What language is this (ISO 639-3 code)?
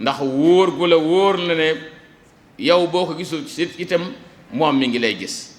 wol